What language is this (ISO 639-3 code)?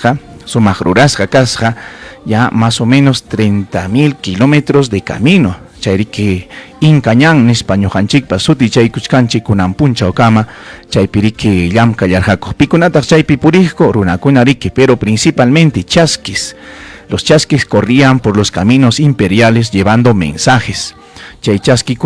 quy